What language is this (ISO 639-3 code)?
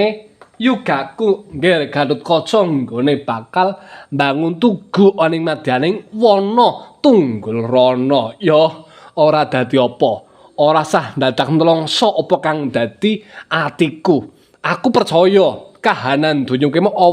jav